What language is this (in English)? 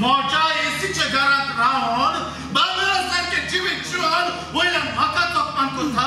Konkani